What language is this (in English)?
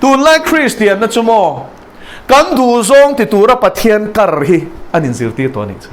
Mizo